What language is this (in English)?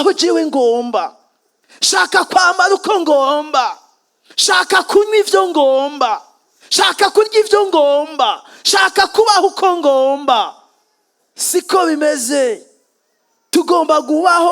Rundi